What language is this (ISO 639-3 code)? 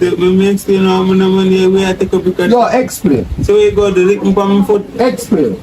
jam